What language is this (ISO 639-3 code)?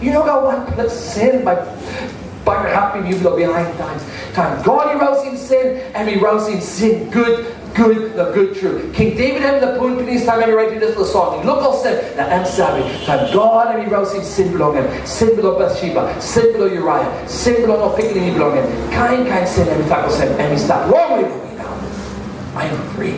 tpi